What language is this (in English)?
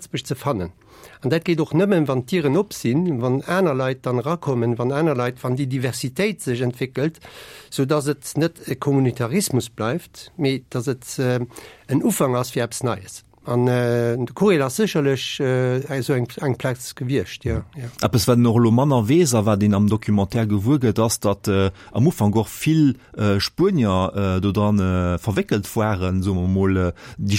Luxembourgish